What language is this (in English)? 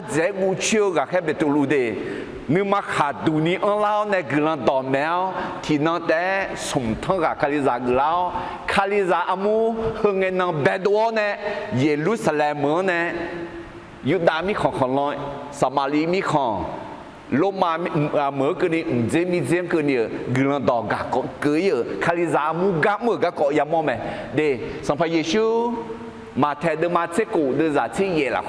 Akha